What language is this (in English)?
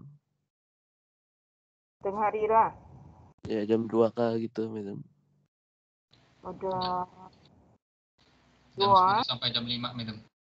Malay